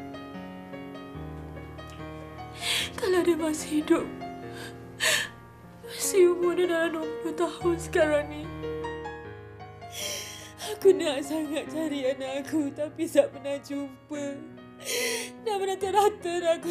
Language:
Malay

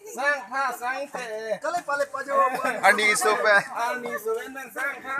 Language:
Karbi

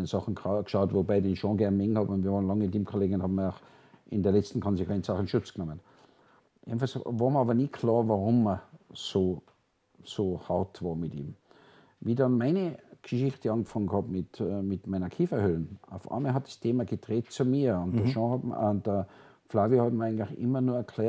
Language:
German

